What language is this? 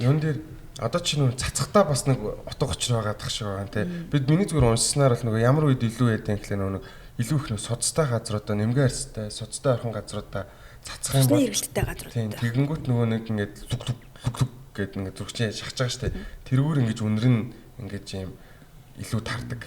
Mongolian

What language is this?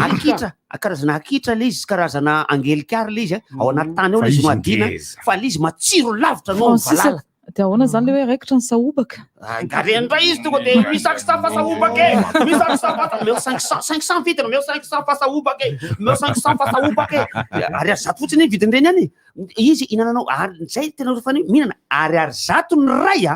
Malagasy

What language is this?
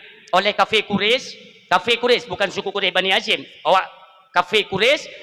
Achinese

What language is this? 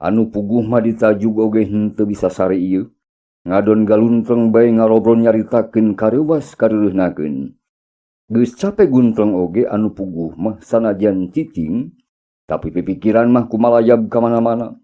Sundanese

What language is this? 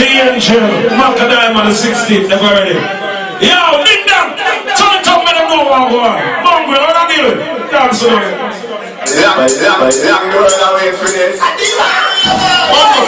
Jamaican Creole English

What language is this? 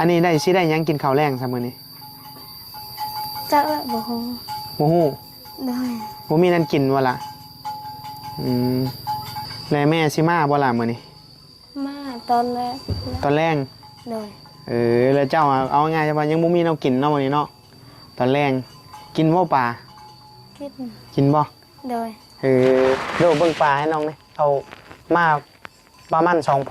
Northeastern Thai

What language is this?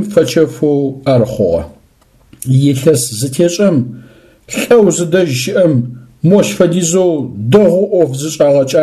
Adyghe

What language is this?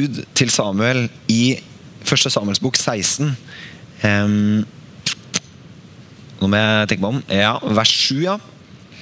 Norwegian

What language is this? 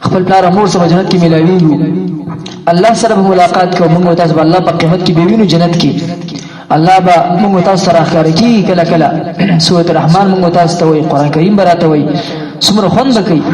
Pashto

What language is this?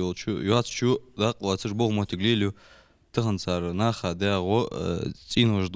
Ingush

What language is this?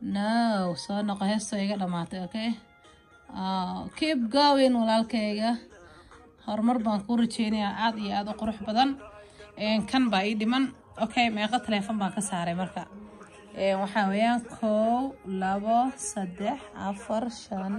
Somali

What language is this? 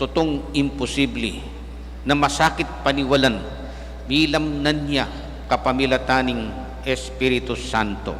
Pampanga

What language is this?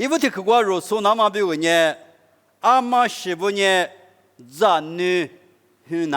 Lisu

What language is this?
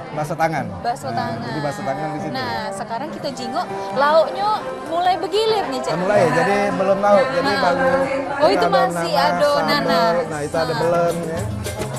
Musi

